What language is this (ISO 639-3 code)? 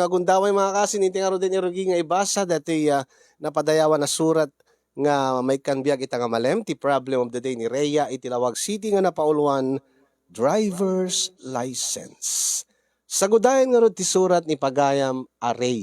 ilo